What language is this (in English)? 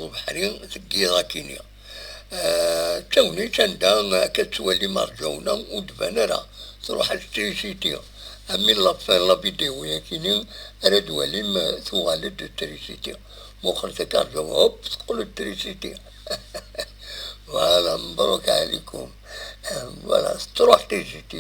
Kabyle